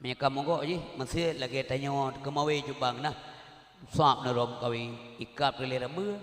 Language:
Achinese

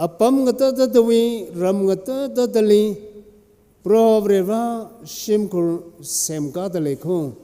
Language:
Tangkhul Naga (India)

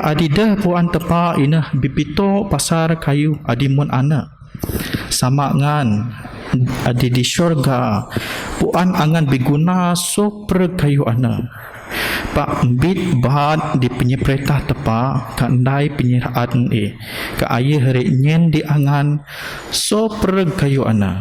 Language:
Biatah Bidayuh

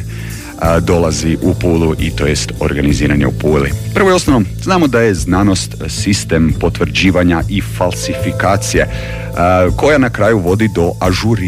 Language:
Croatian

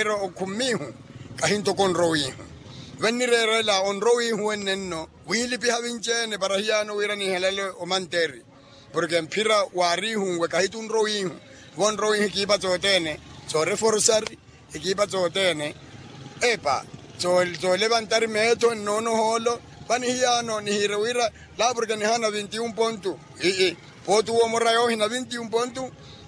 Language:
Makhuwa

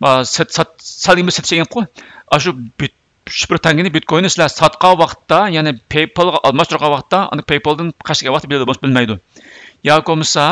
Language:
Uyghur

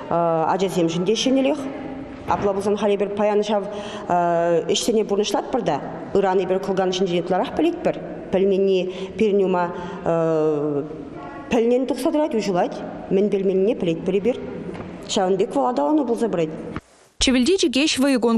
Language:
Chuvash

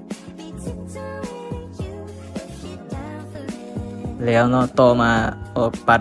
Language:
Lao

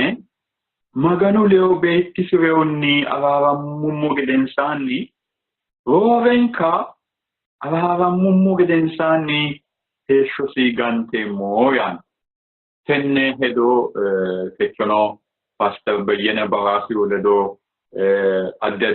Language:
Sidamo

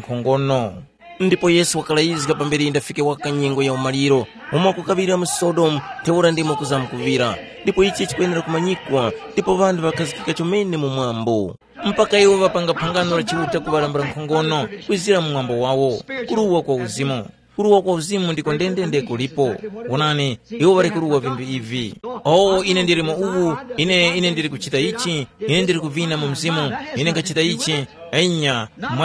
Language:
Tumbuka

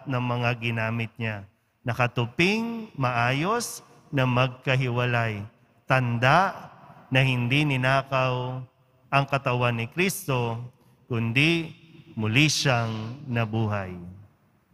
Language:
Filipino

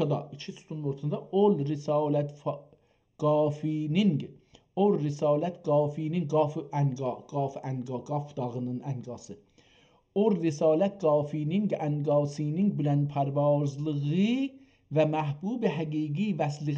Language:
South Azerbaijani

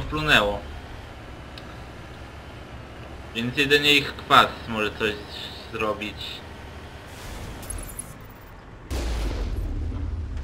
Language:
Polish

